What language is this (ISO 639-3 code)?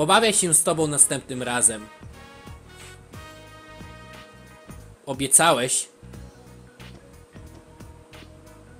pol